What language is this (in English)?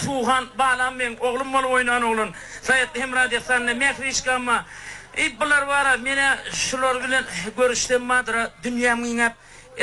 Turkmen